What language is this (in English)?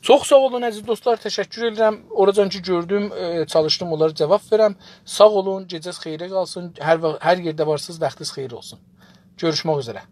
South Azerbaijani